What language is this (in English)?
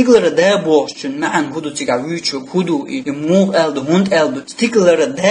Chechen